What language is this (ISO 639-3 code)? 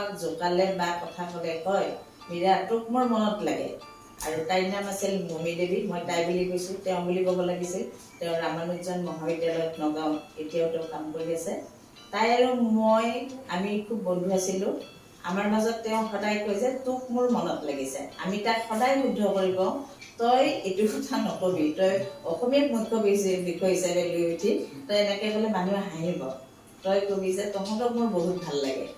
asm